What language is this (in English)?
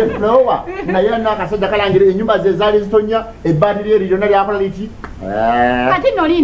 Ganda